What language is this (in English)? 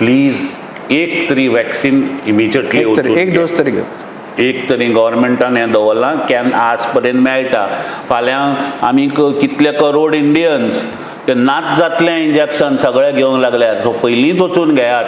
Konkani